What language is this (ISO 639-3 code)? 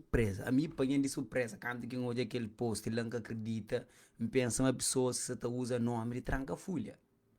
kea